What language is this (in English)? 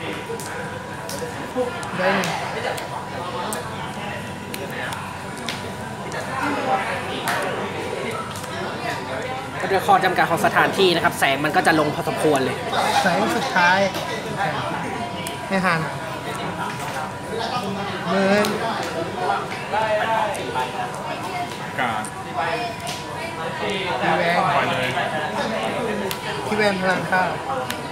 Thai